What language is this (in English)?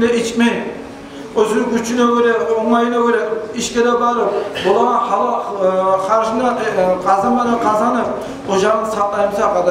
Kumyk